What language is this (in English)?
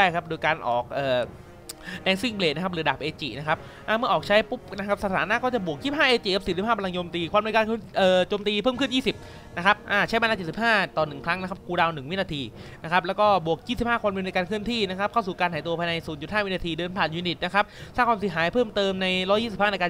Thai